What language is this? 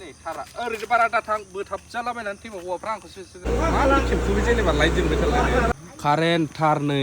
Bodo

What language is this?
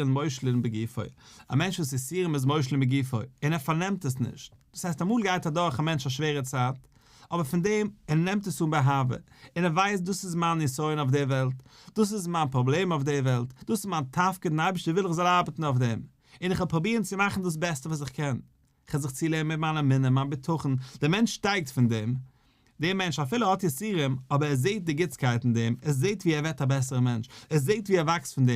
Yiddish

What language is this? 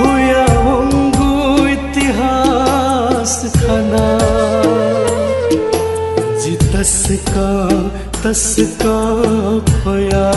Newari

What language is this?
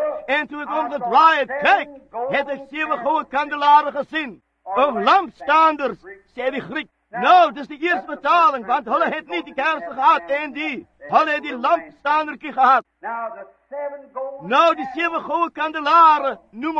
Afrikaans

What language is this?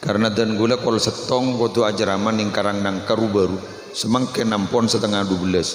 Madurese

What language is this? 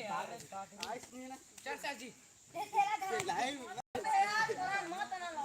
Chhattisgarhi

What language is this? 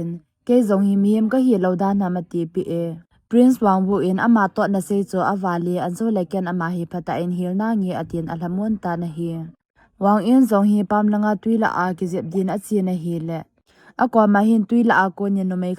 Thado Chin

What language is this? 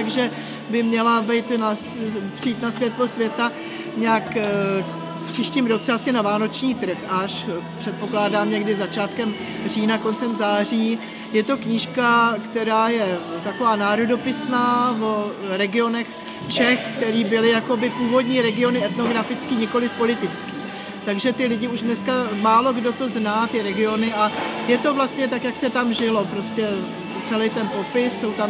Czech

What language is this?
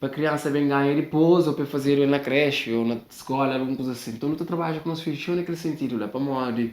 Kabuverdianu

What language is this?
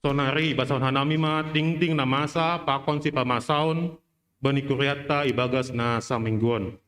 Batak Simalungun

